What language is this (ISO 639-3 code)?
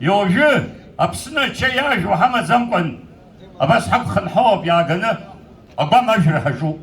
abk